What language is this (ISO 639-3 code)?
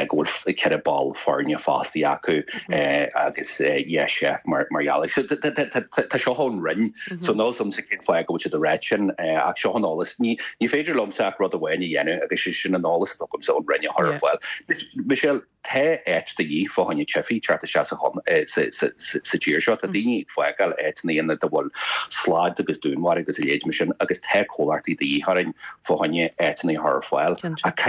gle